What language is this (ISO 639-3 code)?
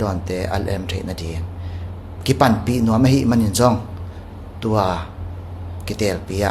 ctd